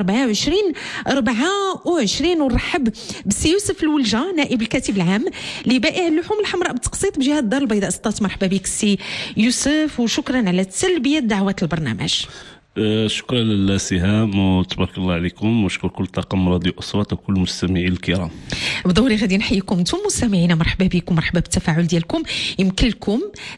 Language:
Moroccan Arabic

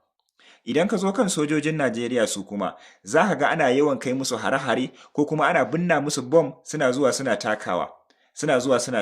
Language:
Hausa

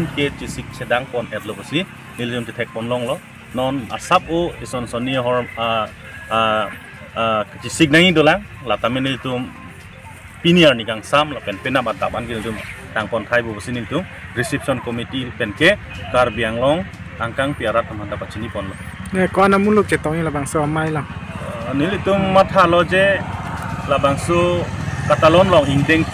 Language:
Karbi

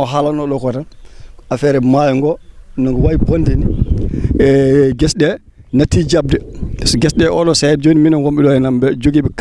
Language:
Fula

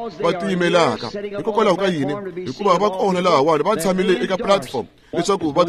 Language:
Tsonga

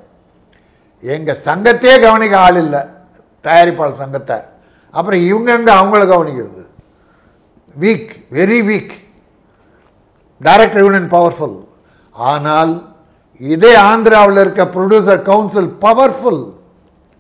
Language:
Tamil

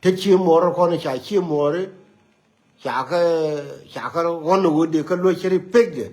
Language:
Nuer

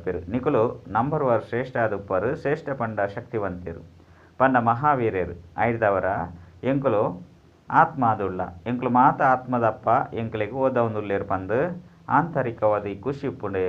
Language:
Tulu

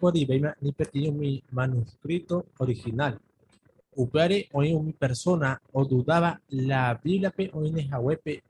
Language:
Guarani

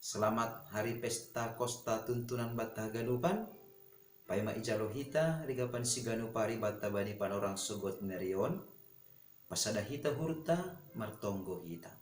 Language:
Batak Simalungun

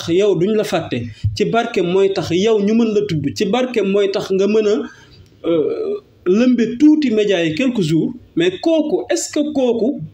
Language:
Wolof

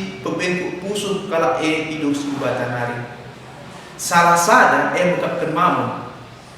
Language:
Batak Karo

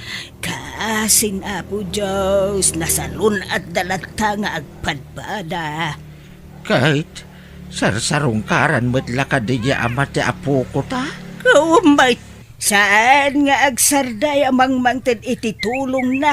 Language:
Iloko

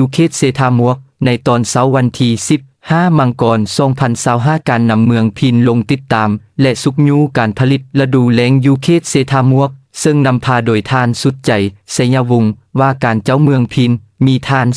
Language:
Lao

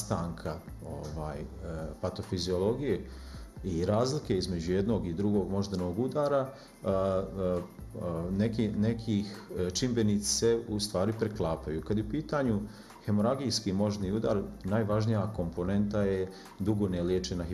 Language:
Bosnian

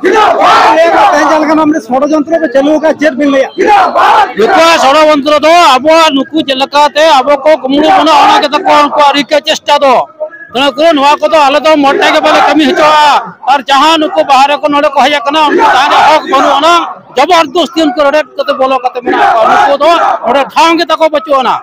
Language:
Santali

